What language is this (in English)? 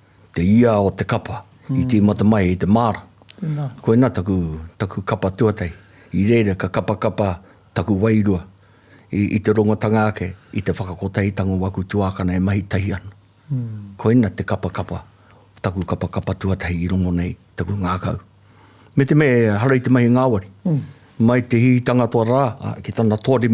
Māori